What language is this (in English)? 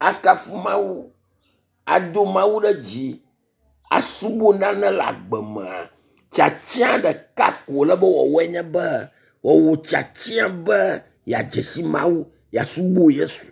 Ewe